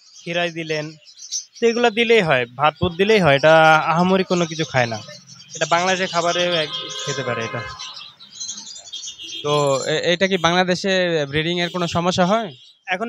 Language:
Bangla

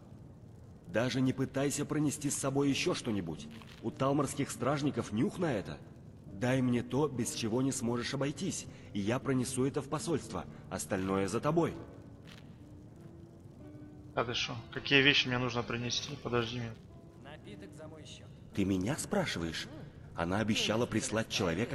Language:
Russian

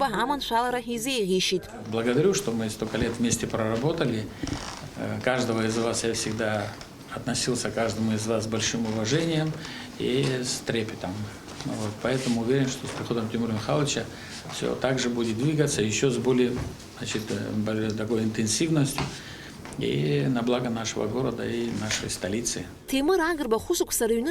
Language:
Abkhazian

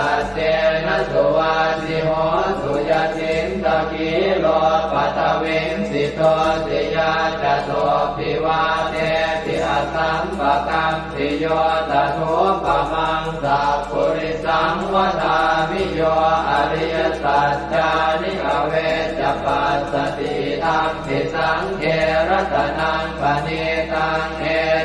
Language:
Pali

